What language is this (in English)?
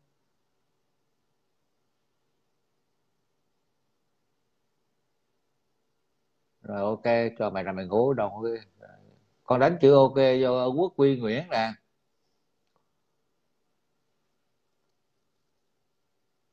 Vietnamese